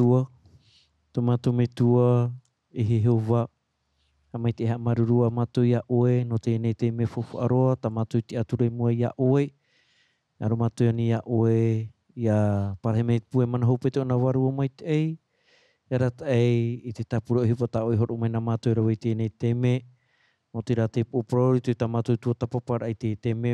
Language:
Tahitian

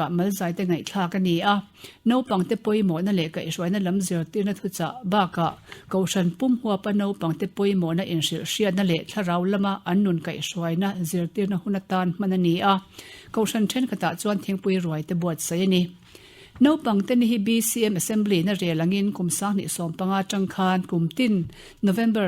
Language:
Mizo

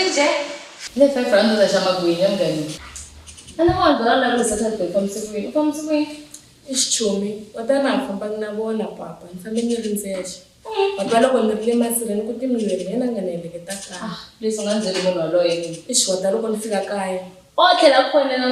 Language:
Tsonga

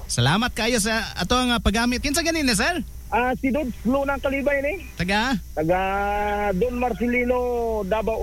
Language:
Cebuano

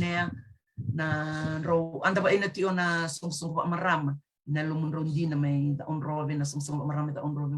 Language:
Fijian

